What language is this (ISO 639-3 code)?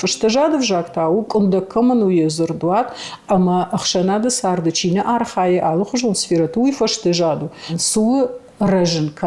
oss